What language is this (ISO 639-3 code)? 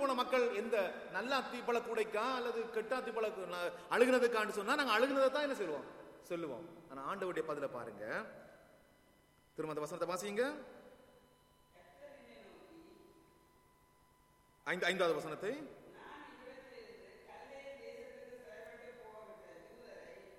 tam